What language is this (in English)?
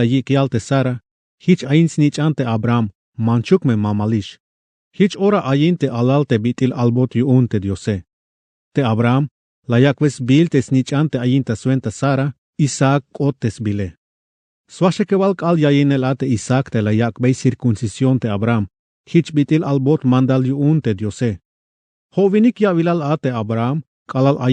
Tzeltal